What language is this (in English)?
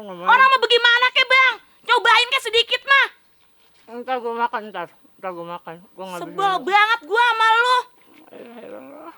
Betawi